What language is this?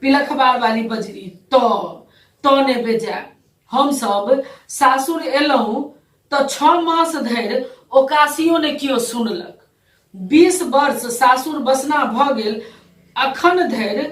Maithili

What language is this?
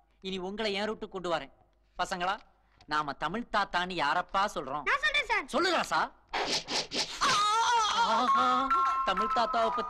Tamil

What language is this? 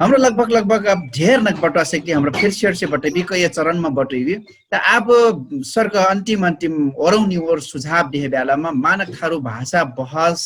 Dangaura Tharu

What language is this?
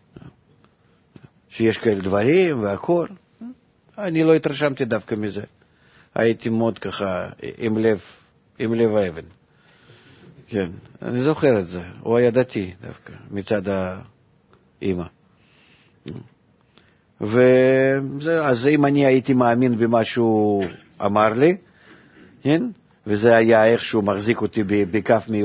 Hebrew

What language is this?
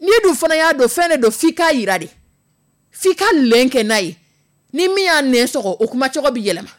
Dyula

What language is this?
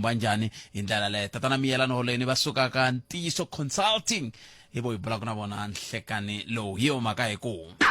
Tsonga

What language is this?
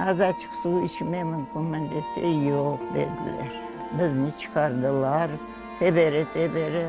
Crimean Tatar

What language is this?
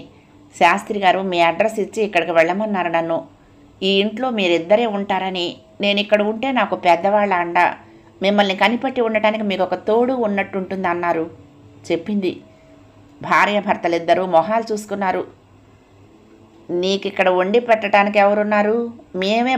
Telugu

